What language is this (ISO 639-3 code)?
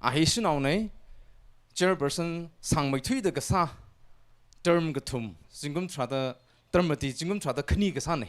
nmf